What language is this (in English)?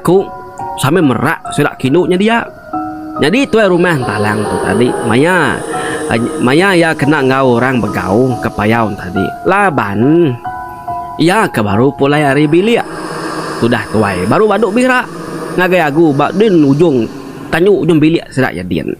Iban